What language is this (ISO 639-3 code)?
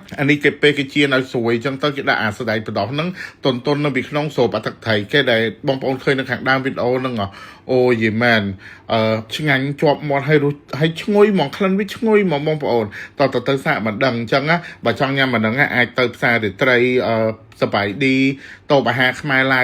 khm